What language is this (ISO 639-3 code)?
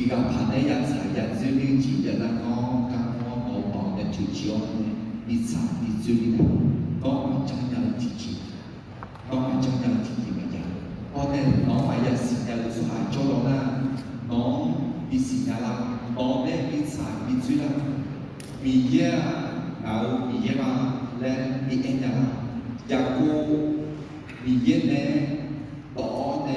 ahk